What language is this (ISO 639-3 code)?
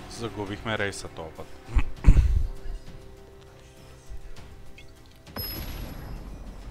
bul